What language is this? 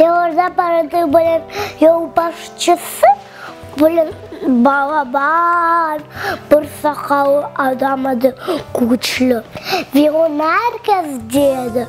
Crimean Tatar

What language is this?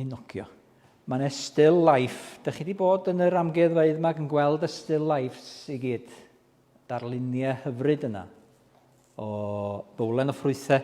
Welsh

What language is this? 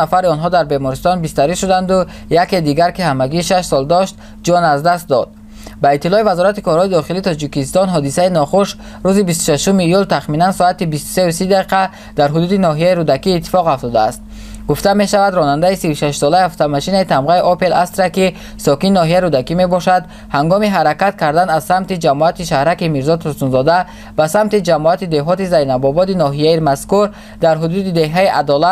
Tajik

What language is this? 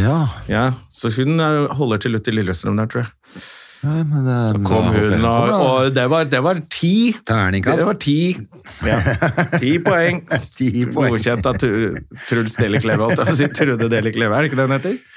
Norwegian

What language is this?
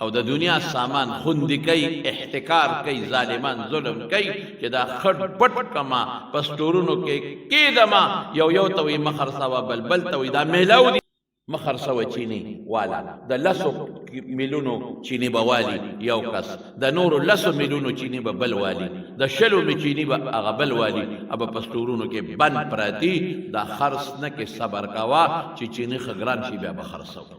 Pashto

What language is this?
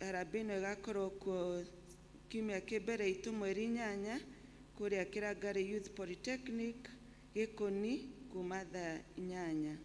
Kikuyu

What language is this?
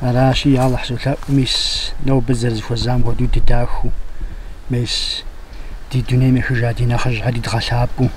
Kabardian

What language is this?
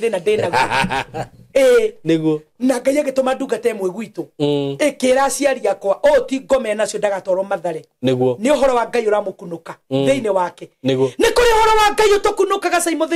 Kikuyu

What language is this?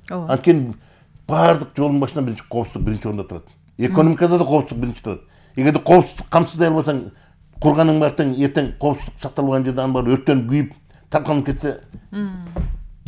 Kyrgyz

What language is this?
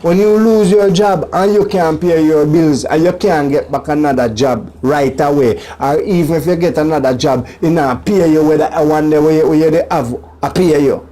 Jamaican Creole English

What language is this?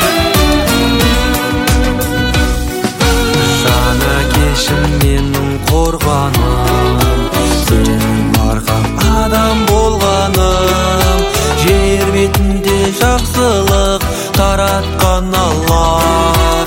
Kazakh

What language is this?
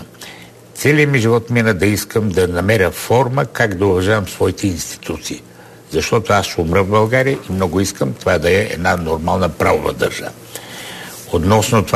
Bulgarian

